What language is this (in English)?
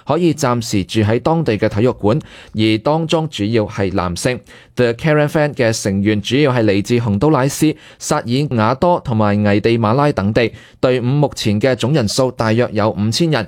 Cantonese